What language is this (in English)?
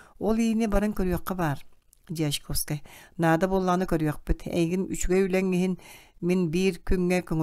Yakut